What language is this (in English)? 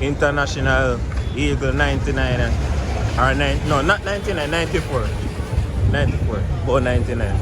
Jamaican Creole English